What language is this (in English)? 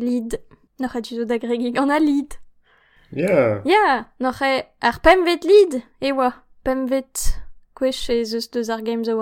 Breton